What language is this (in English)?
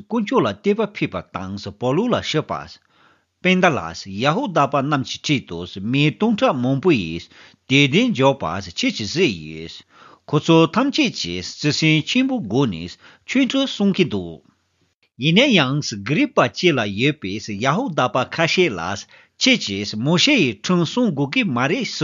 Tibetan